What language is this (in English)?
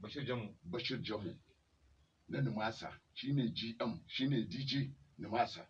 Hausa